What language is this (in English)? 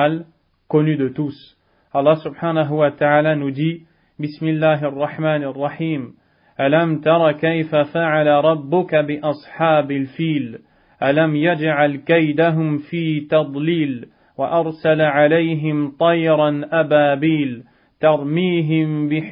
French